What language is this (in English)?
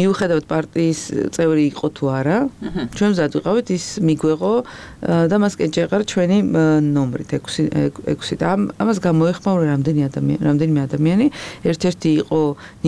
Georgian